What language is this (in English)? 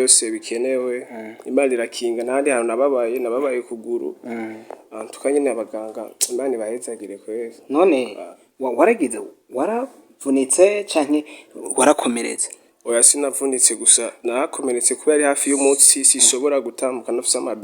Rundi